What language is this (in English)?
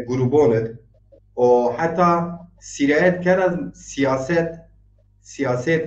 Zaza